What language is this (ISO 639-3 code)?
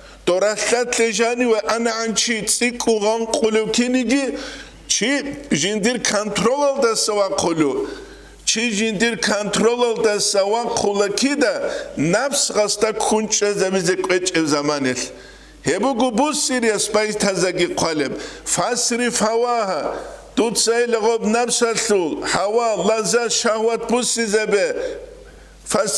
ava